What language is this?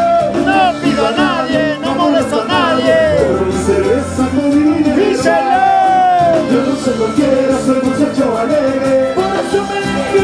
Spanish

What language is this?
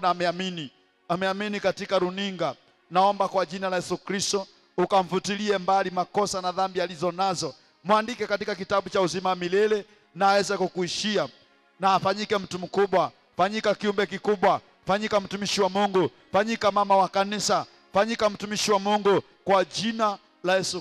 Swahili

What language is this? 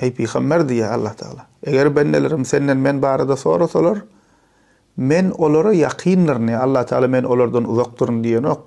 Turkmen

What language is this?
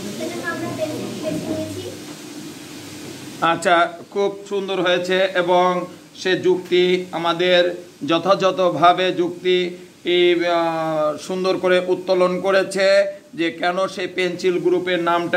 Bangla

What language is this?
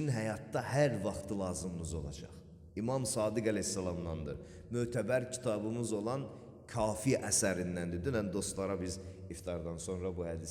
Azerbaijani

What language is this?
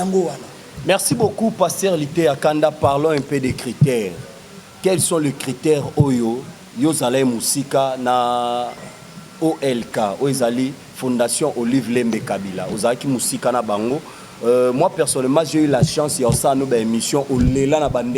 Lingala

